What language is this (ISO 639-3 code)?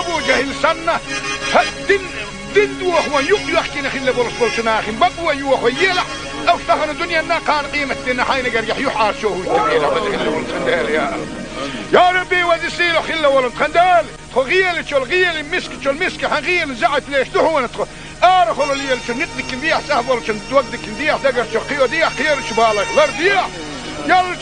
che